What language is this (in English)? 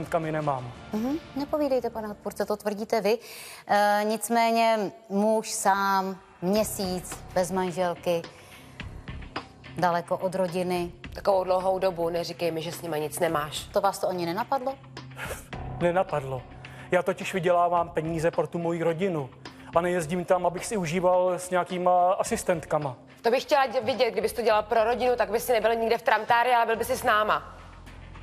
Czech